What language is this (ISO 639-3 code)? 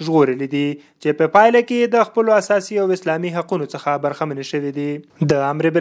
pus